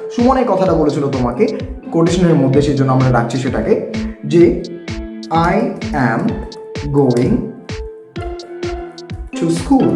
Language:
Bangla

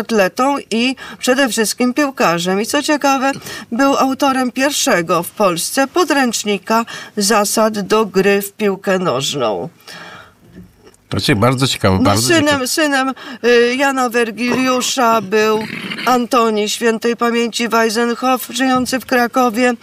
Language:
Polish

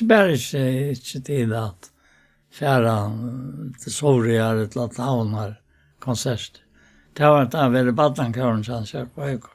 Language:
Faroese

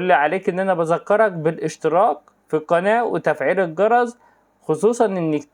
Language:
Egyptian Arabic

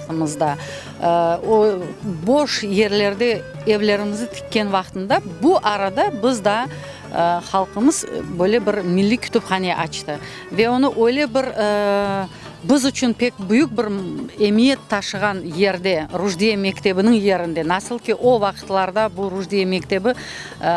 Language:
Crimean Tatar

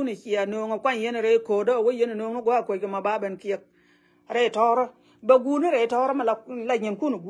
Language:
Nuer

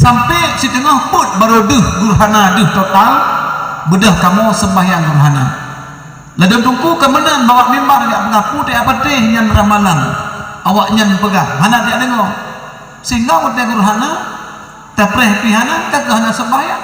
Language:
Achinese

